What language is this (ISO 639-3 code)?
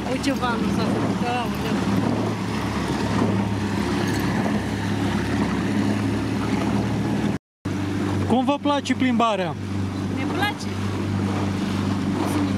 ron